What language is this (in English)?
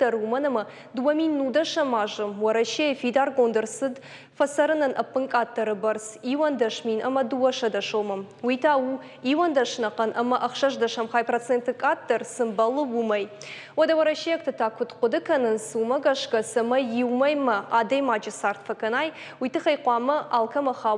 Ossetic